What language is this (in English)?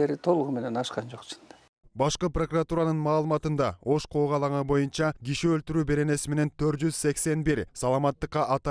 Kyrgyz